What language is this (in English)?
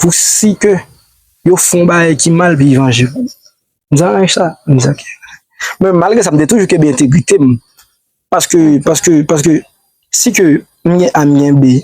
Haitian Creole